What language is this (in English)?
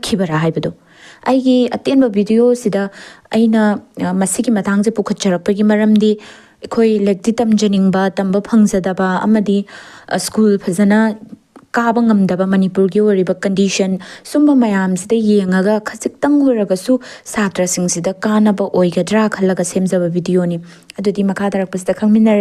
Manipuri